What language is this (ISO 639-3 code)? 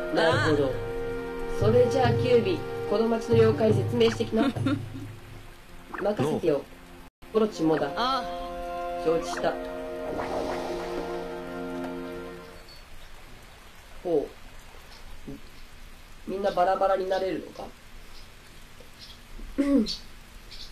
jpn